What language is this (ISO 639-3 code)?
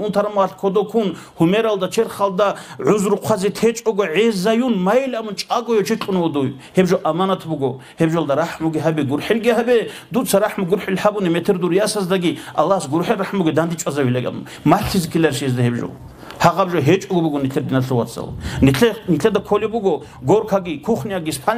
ava